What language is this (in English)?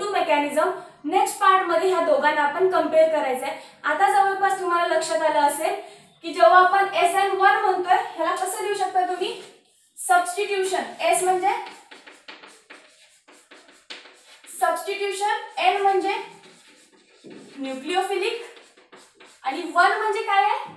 Marathi